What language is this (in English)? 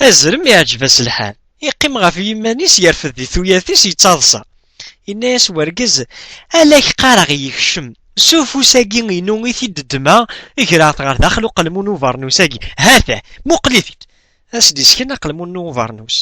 Kabyle